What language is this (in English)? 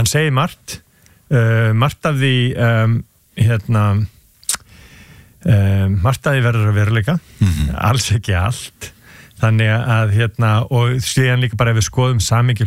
Icelandic